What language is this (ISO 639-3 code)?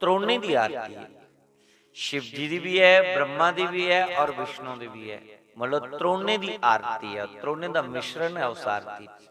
doi